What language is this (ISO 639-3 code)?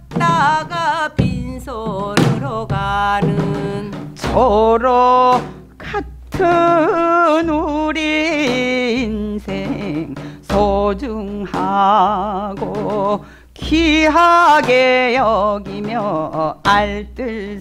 kor